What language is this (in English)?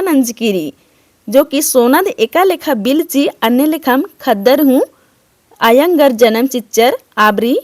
Kurukh